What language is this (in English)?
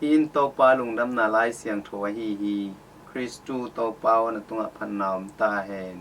Tedim Chin